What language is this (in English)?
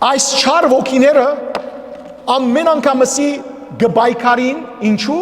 Western Armenian